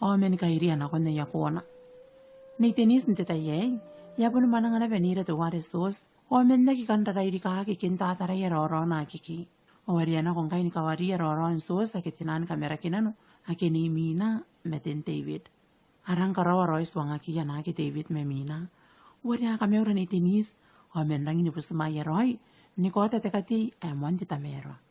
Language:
Gilbertese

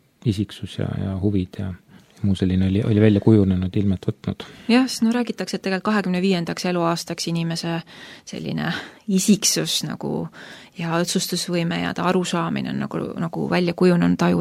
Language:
Estonian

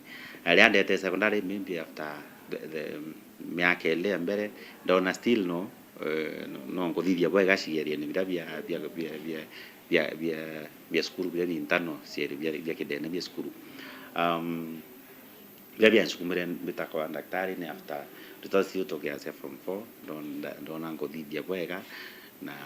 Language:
Meru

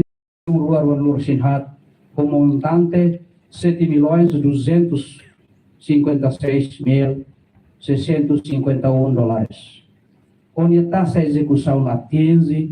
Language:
Tetum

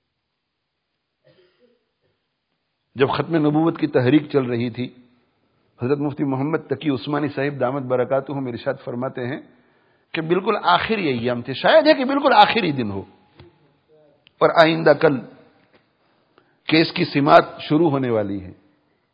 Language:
Urdu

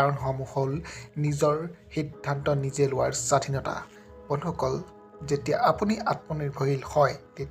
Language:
Assamese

